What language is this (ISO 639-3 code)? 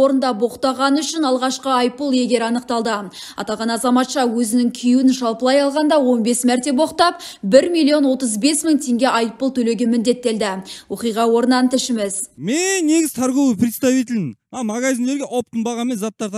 kaz